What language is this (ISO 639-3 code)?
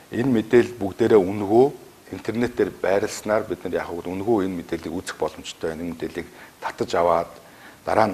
mon